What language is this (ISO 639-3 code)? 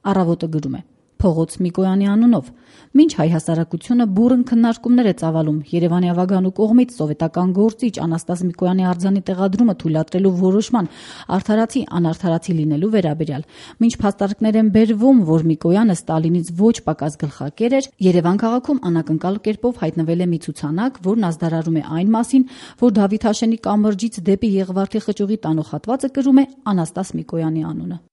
hye